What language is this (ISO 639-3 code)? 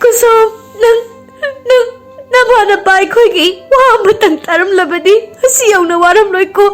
mni